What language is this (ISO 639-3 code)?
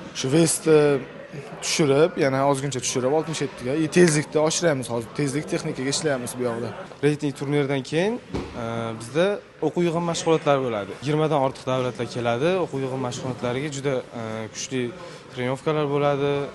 uzb